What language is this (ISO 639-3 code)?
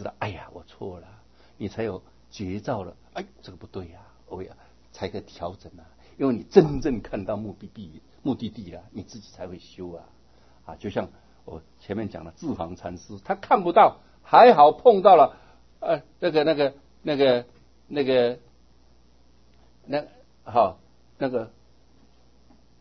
zho